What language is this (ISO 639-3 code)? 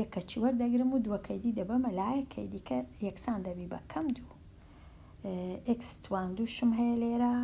ckb